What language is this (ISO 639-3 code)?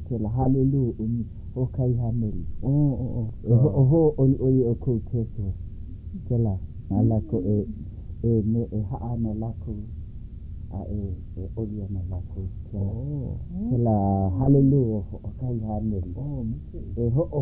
haw